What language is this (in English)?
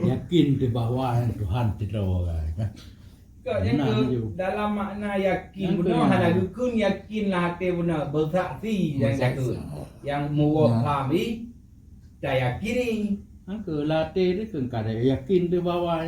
Achinese